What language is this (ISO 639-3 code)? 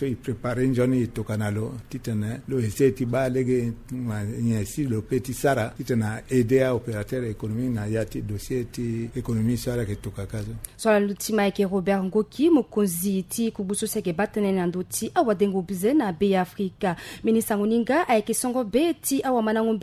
sag